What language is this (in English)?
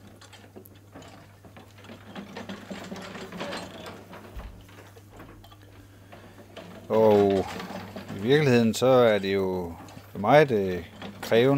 Danish